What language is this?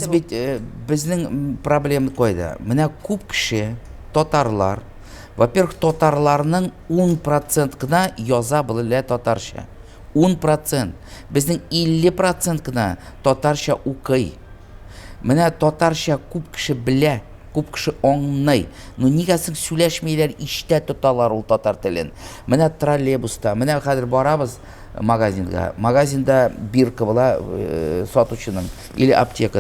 Tatar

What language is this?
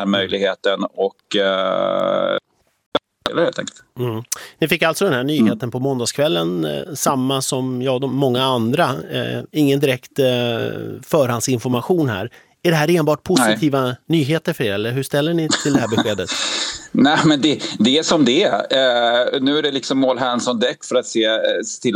Swedish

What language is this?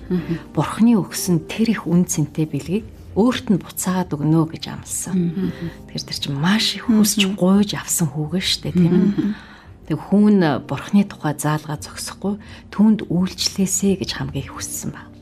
Mongolian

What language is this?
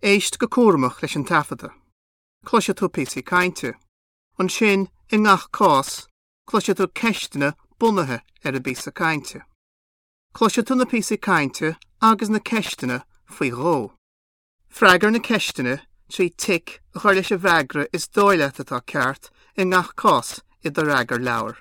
Irish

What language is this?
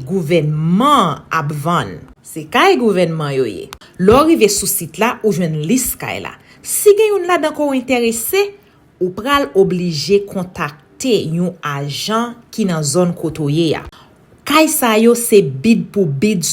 Haitian Creole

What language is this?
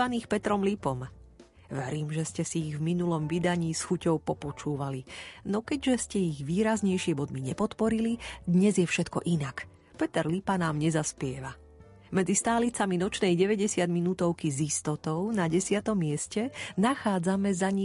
Slovak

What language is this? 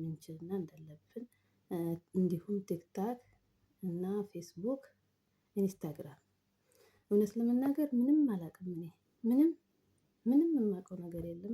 Amharic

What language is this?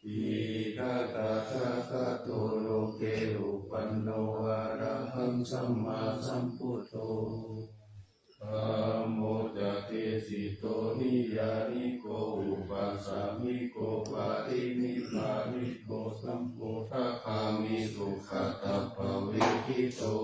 Pali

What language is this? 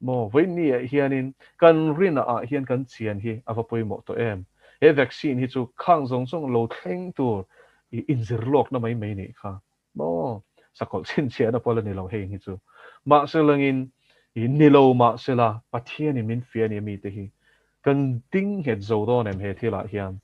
Mizo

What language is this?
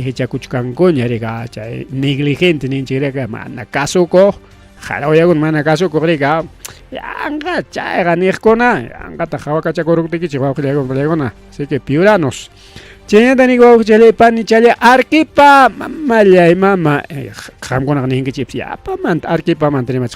Ayacucho Quechua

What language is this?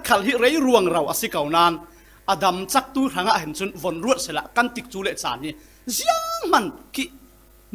Falam Chin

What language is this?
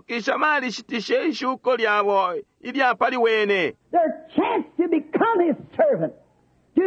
Bemba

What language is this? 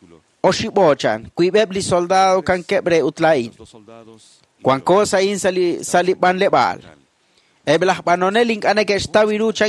Kekchí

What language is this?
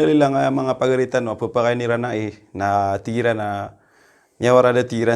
Maranao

